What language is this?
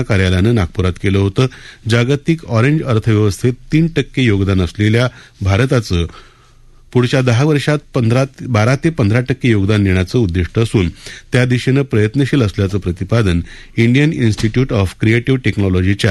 Marathi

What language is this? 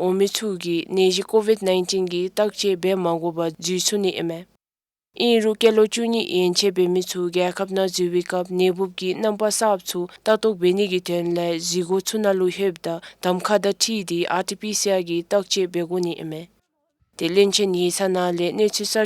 Dzongkha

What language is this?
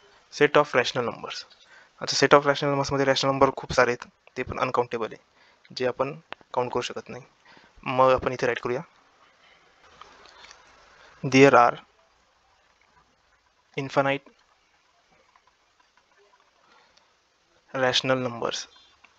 Marathi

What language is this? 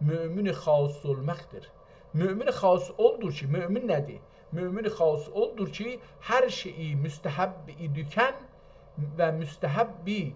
South Azerbaijani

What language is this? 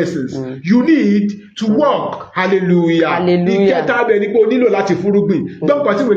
Yoruba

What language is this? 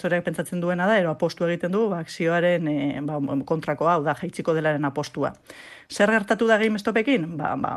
Basque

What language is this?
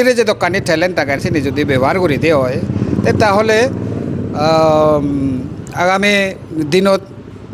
Chakma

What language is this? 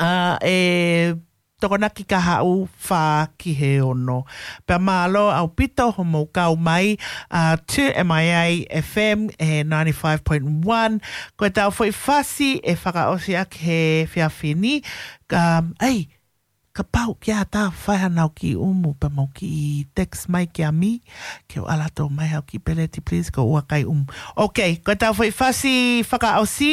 Tongan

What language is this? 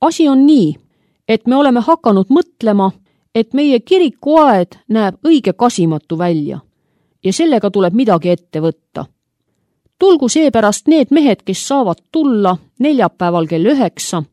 Estonian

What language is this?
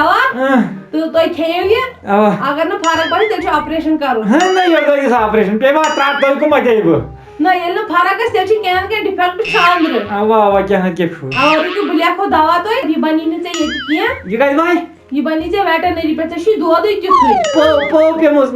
Kashmiri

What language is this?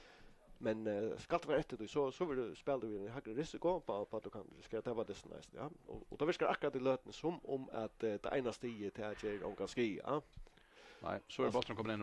Faroese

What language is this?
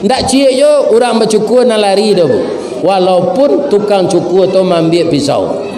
Minangkabau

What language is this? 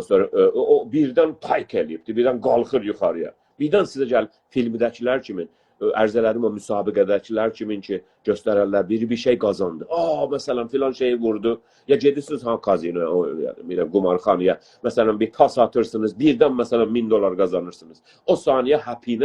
South Azerbaijani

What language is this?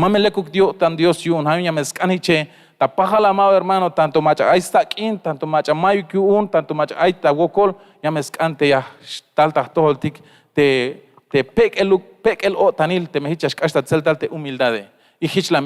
Tzeltal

